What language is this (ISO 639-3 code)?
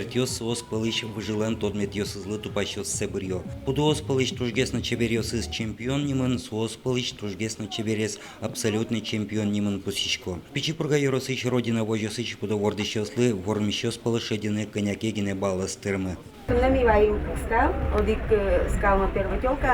udm